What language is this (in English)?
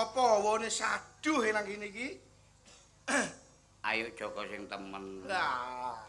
Javanese